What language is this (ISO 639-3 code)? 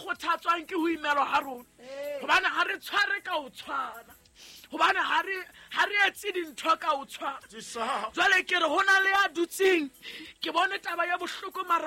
sot